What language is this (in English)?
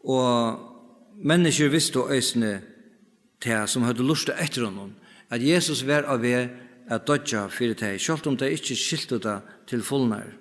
Faroese